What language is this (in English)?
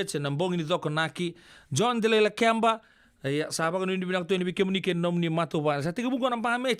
Fijian